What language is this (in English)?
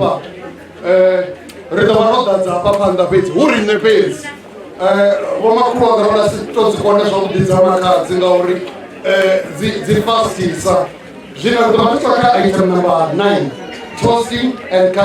Venda